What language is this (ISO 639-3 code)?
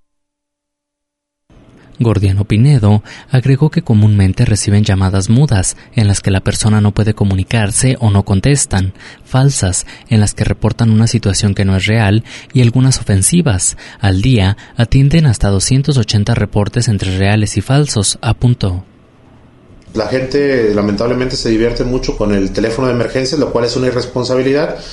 spa